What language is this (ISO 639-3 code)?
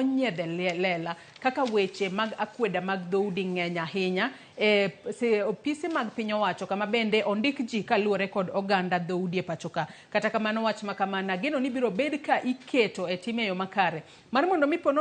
luo